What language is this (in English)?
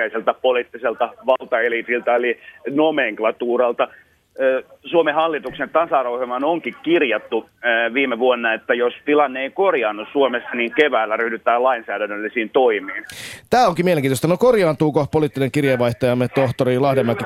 Finnish